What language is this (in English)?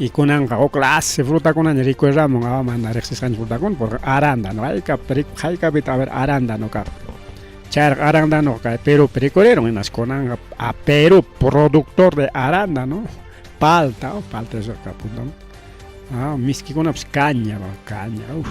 Ayacucho Quechua